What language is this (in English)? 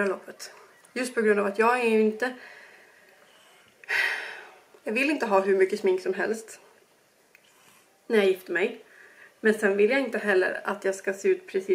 Swedish